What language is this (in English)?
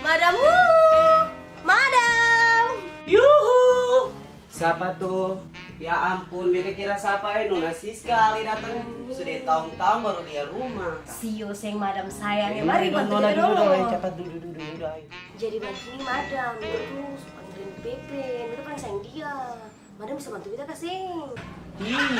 Ambonese Malay